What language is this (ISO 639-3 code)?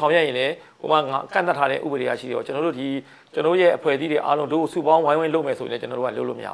mya